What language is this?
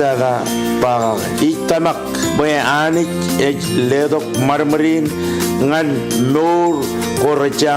Marshallese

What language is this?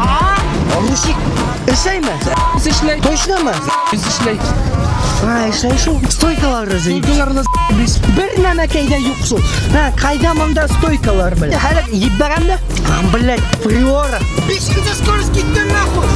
Bashkir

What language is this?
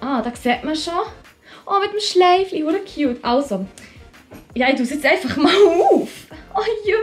Swiss German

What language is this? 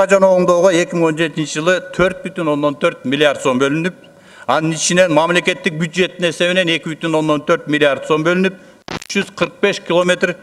Kyrgyz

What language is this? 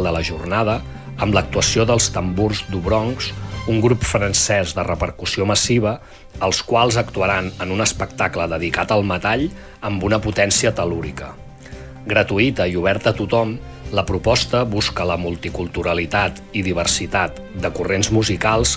Catalan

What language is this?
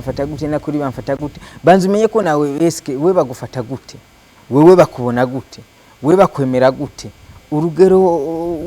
Rundi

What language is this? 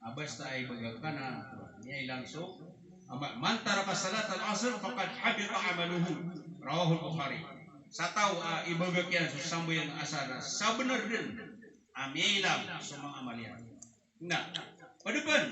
Maranao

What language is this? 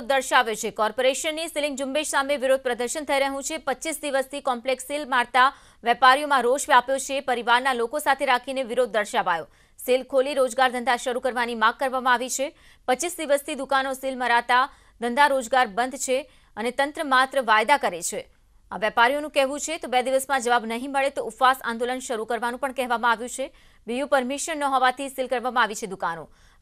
Gujarati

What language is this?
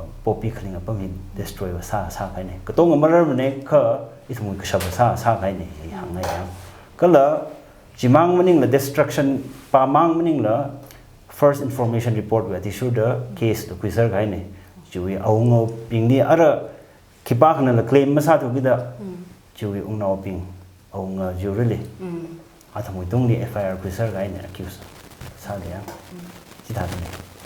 Tangkhul Naga (India)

